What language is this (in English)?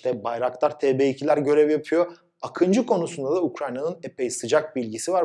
Turkish